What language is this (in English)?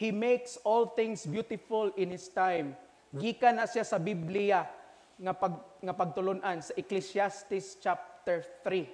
Cebuano